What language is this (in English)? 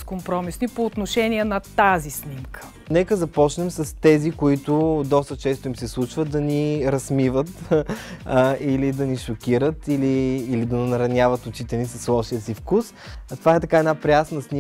Bulgarian